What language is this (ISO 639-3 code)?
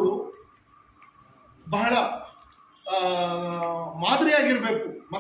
kan